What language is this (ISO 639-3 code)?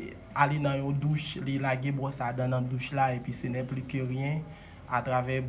hat